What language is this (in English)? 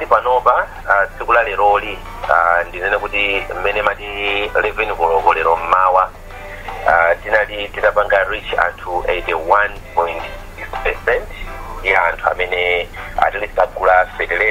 Nyanja